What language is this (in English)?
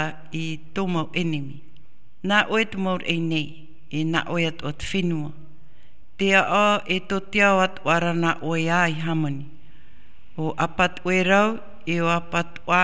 Tahitian